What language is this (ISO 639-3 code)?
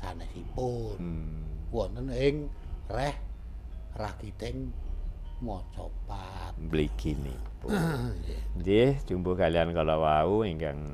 jav